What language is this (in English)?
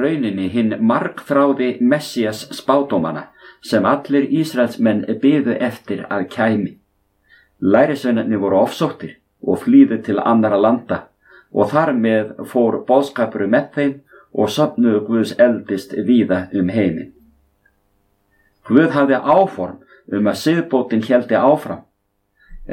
Icelandic